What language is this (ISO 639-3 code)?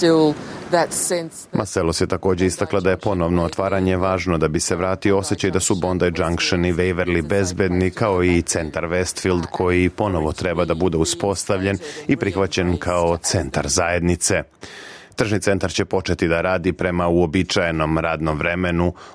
bos